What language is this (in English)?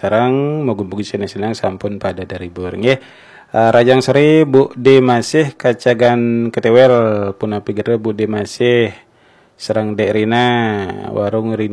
Balinese